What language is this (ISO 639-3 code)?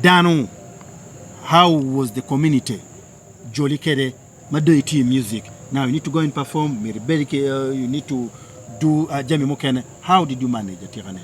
ach